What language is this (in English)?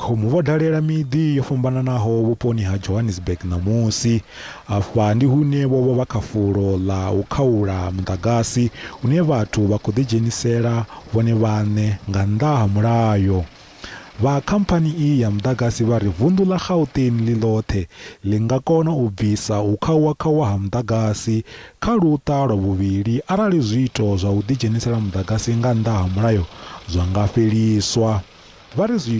Venda